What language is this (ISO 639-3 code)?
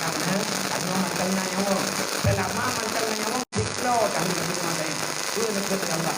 ace